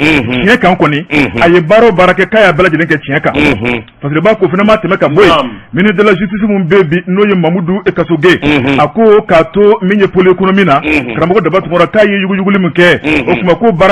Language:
Bambara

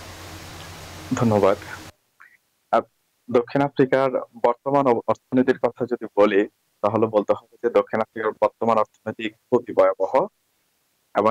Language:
Bangla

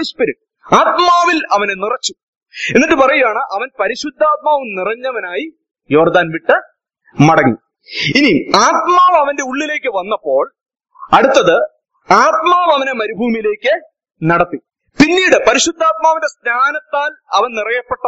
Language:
Malayalam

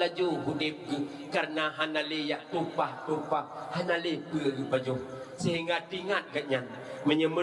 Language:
Achinese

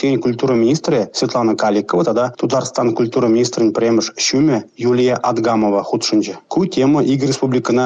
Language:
Chuvash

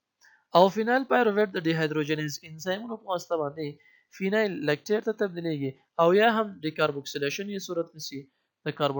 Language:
Pashto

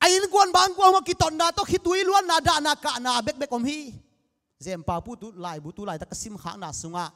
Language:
Tedim Chin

